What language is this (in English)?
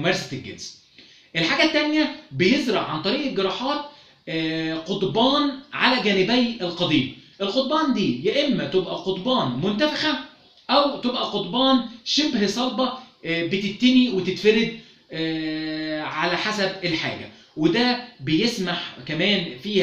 Egyptian Arabic